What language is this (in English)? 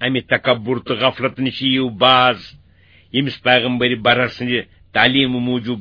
Kashmiri